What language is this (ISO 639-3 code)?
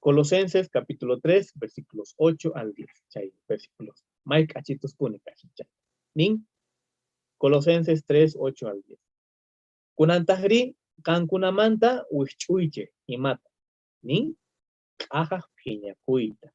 quh